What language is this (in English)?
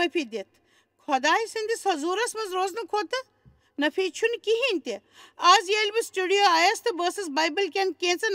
Kashmiri